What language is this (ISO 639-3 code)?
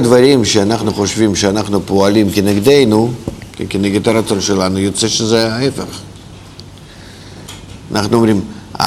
heb